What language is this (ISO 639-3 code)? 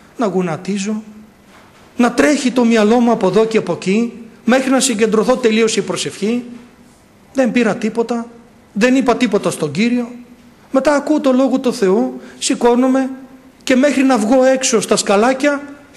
ell